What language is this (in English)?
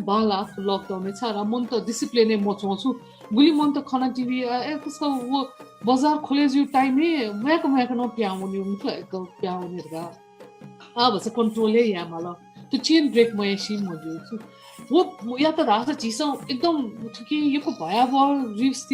Newari